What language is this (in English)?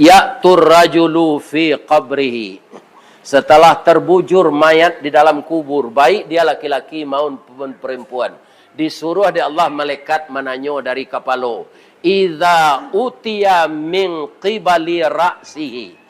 Minangkabau